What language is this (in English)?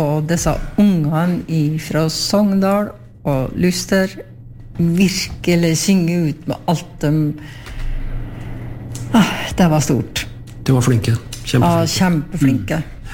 Norwegian